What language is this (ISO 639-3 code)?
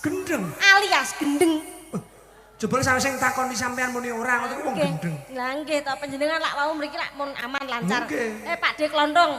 jav